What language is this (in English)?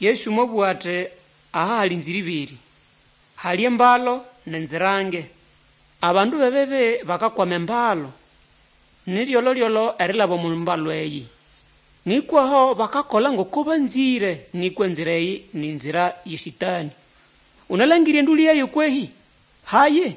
Nande